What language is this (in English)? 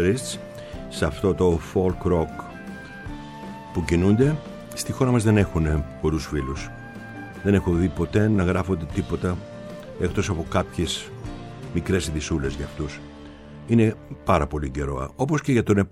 Greek